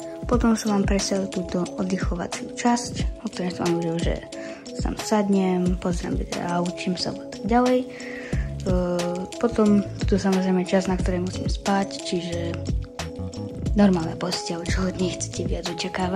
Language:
Slovak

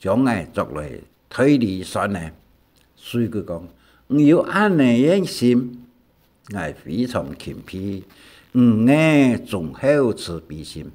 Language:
Hakka Chinese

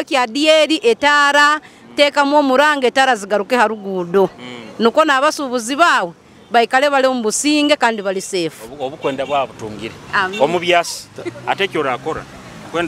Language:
Nyoro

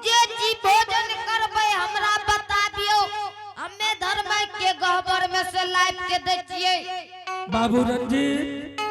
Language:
Angika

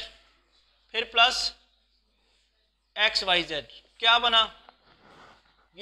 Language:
Hindi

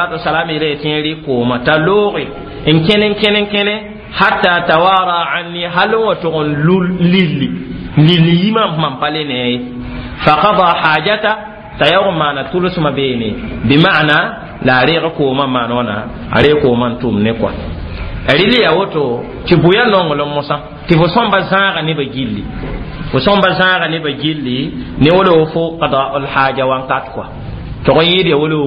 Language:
Mossi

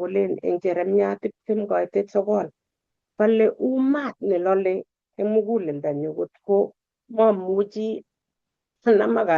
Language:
Kalenjin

